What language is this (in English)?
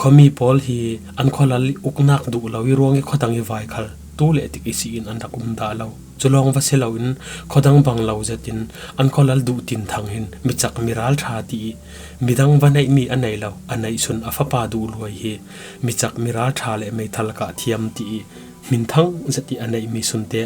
Falam Chin